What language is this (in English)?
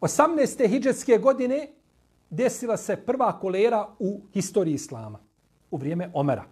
Bosnian